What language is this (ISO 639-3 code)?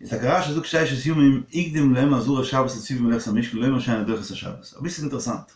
yid